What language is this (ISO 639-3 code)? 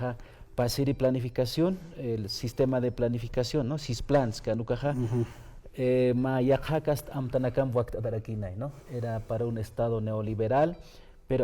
aym